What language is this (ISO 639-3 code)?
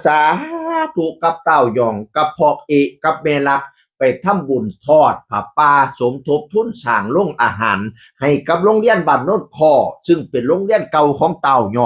tts